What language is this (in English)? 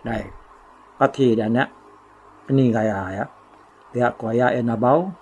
Iban